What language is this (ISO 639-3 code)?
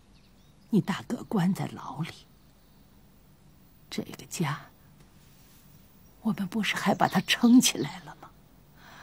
zho